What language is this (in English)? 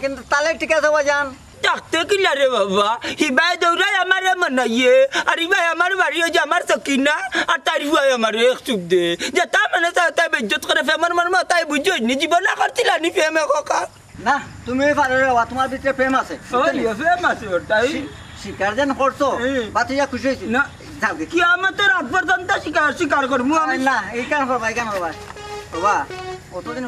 Sylheti